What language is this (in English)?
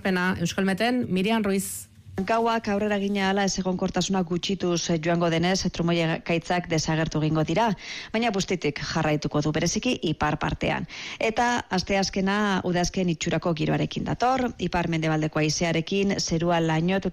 Basque